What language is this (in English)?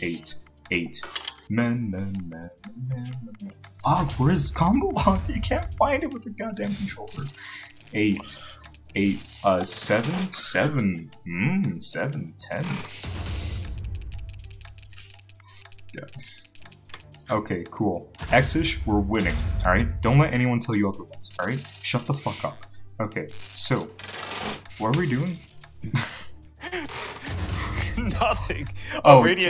English